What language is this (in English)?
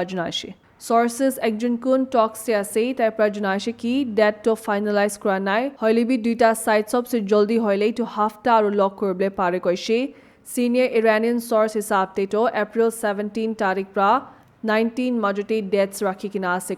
Naga Pidgin